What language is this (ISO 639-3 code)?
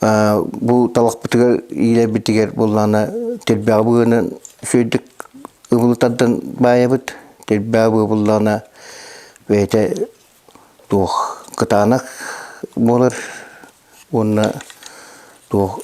sah